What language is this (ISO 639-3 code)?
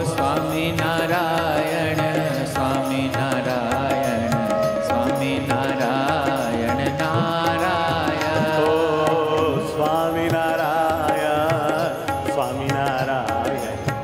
guj